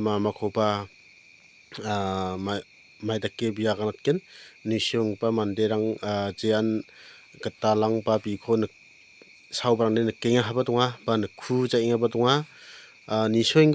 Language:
Garo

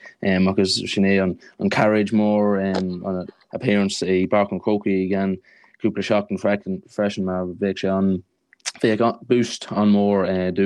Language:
Irish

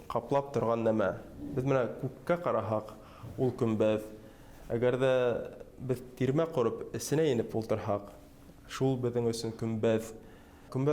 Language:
Bashkir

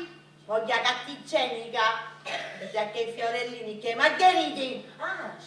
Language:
Sicilian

